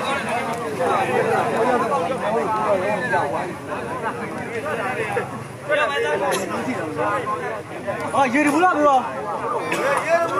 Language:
Burmese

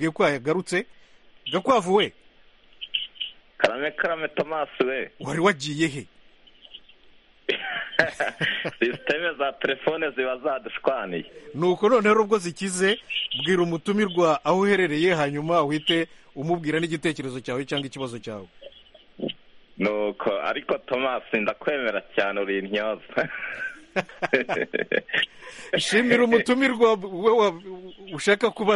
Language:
Kinyarwanda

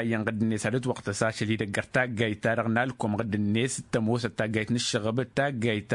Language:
Tamasheq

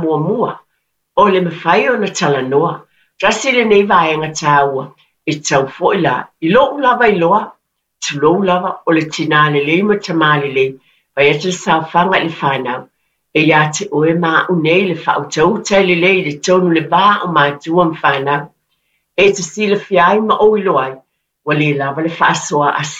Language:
Samoan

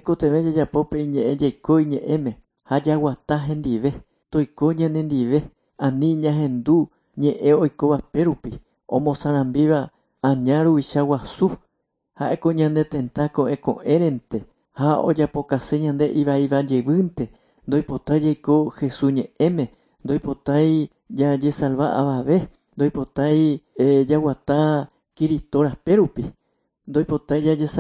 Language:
Guarani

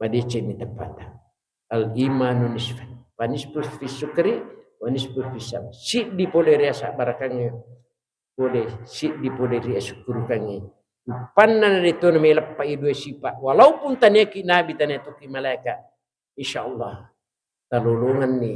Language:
Buginese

